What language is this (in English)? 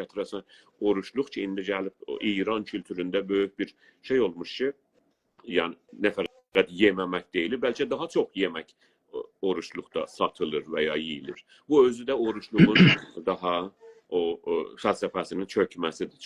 South Azerbaijani